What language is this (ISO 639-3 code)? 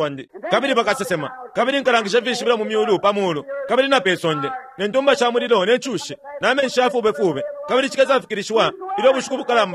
bem